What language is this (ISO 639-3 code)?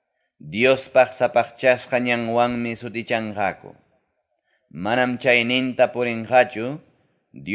quy